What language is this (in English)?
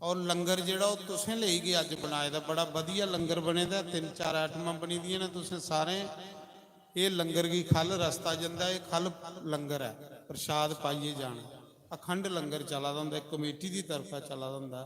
Dogri